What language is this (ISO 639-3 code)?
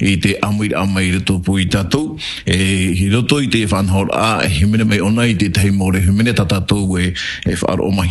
tah